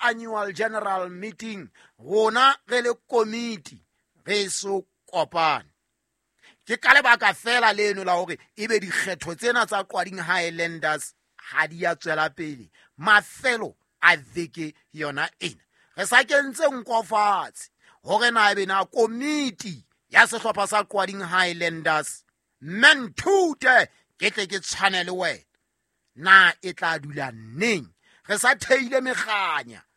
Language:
Southern Sotho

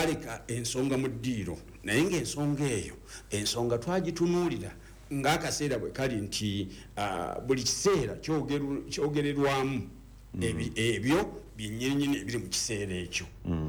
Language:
Ganda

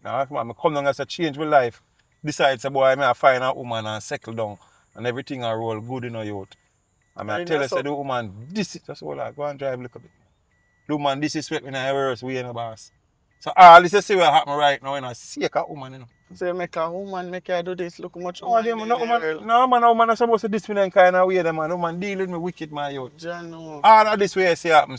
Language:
Jamaican Creole English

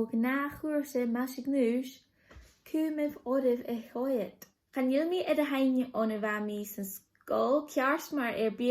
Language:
Scottish Gaelic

